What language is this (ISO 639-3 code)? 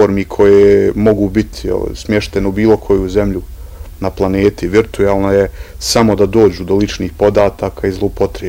bos